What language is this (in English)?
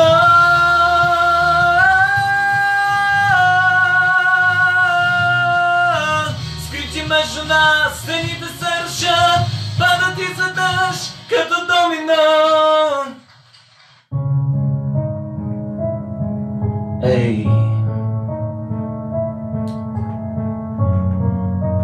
Bulgarian